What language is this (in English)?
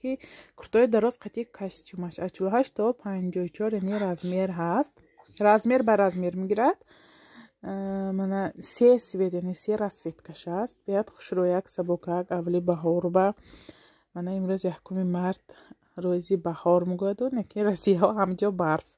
Tajik